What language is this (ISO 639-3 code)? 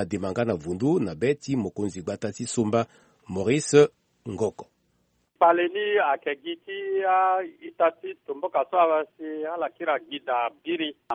sag